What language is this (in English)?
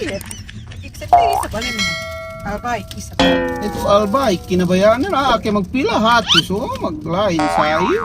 Yakan